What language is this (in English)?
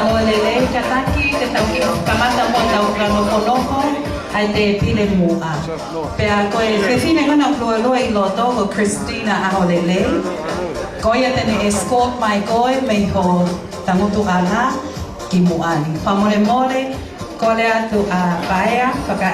Tongan